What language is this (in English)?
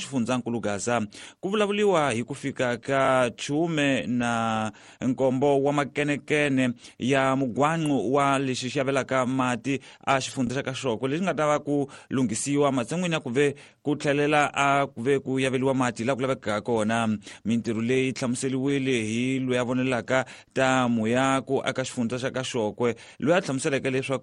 Tsonga